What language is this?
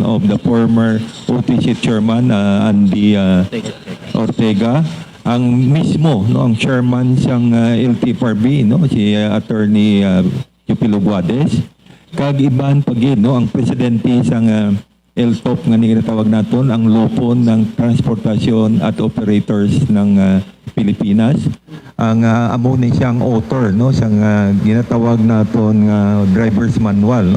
Hiligaynon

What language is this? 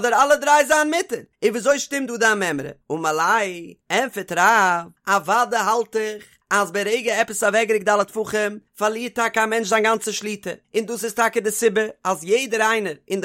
Yiddish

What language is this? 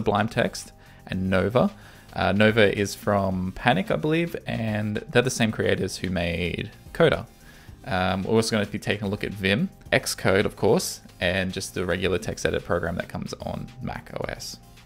English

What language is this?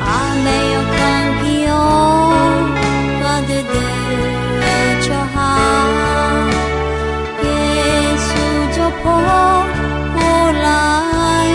Akha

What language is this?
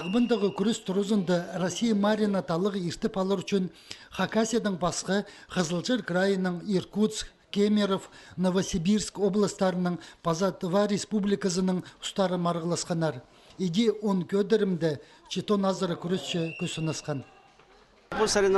Khakas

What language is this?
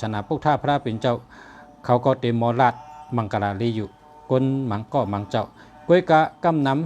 Shan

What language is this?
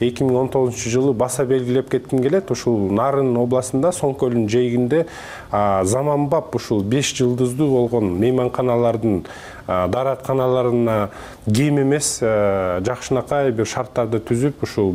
Kyrgyz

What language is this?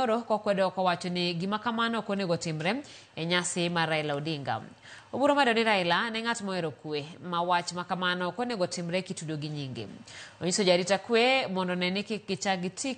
Luo (Kenya and Tanzania)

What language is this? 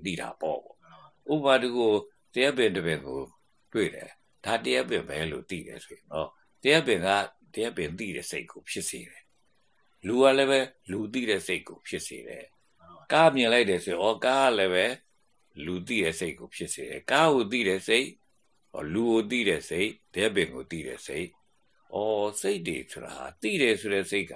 Burmese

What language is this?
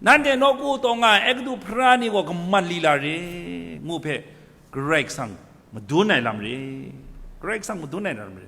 Kachin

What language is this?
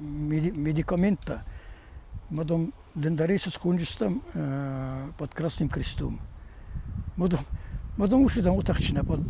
Ossetic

